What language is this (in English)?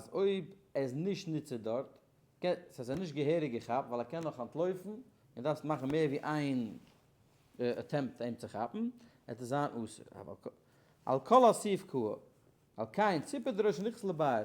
Yiddish